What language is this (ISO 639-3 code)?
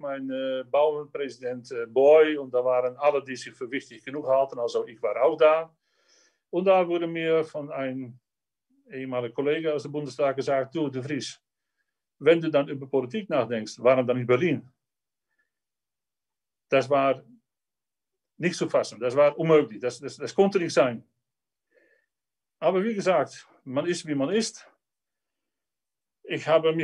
deu